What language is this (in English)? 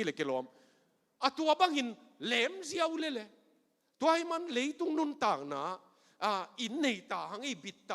Tedim Chin